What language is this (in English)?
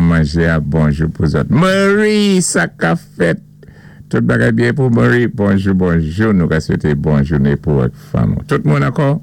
Saint Lucian Creole French